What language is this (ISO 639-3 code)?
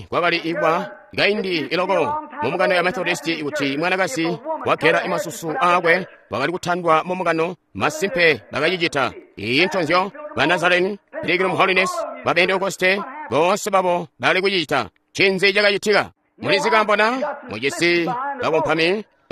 toi